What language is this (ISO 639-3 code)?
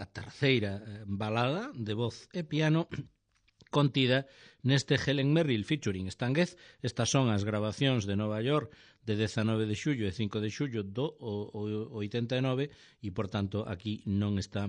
glg